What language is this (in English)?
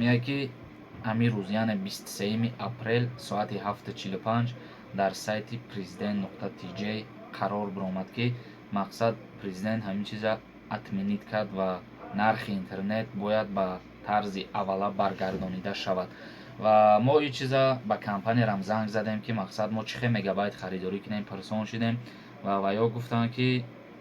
Tajik